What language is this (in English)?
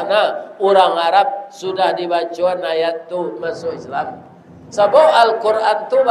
Minangkabau